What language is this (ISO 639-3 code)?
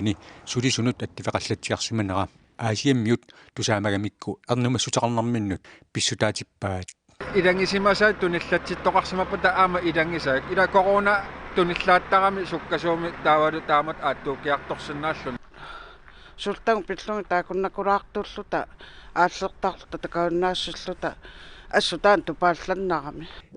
kal